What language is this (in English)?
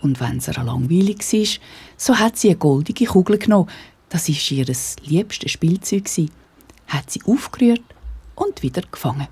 Swiss German